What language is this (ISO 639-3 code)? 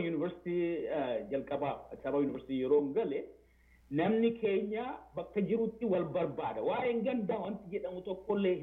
orm